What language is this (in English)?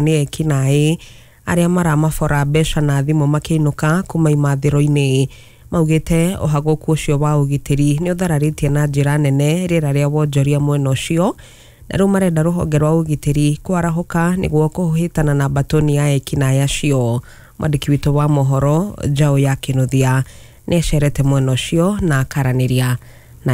Kikuyu